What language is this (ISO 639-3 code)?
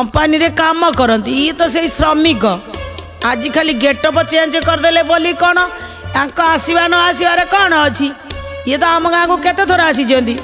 ori